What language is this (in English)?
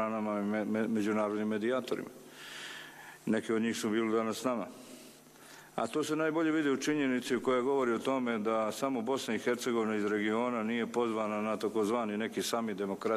Bosnian